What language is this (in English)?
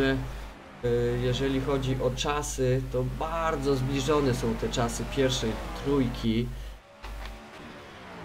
Polish